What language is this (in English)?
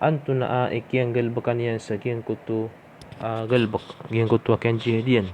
Maranao